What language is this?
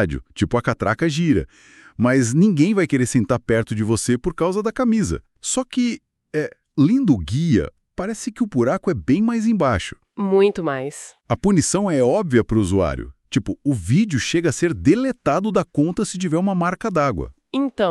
Portuguese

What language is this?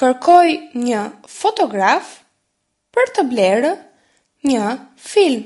Albanian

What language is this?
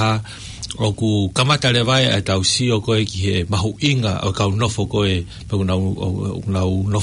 Tongan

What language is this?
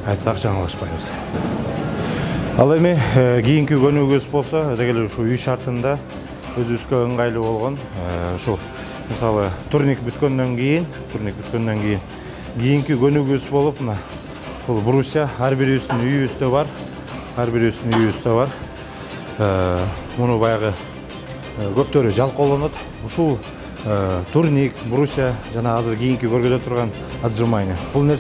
Kyrgyz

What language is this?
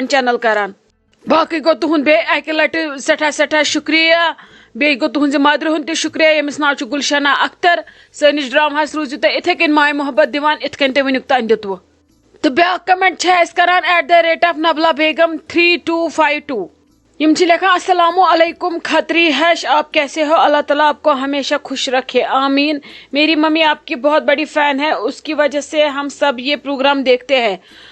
Kashmiri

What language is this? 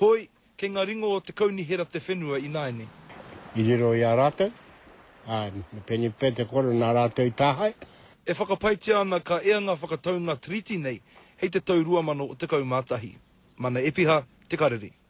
Māori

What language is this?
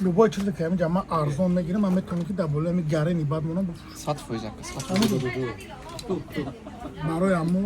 Tajik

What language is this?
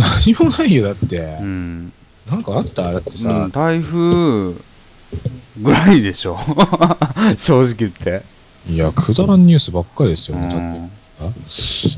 Japanese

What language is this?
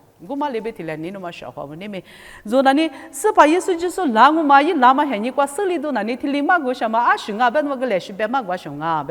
Lisu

